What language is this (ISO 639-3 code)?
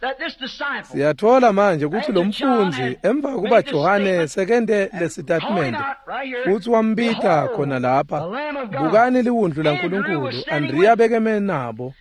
ssw